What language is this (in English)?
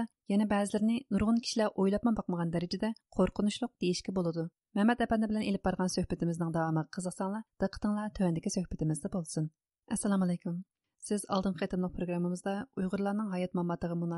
Uyghur